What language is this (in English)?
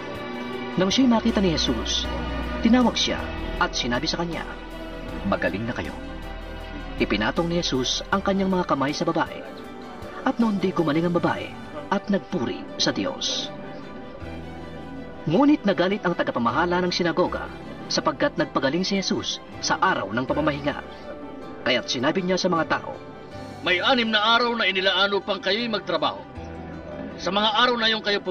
Filipino